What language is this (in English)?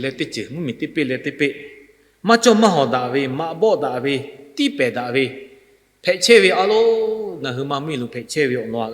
Lahu